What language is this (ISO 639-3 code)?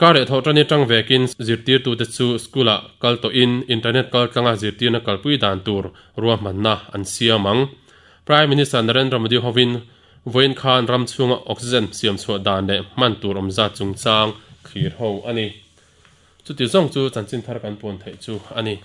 lus